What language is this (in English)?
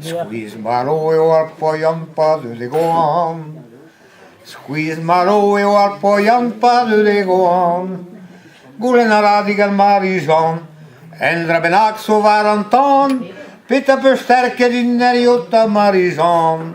Breton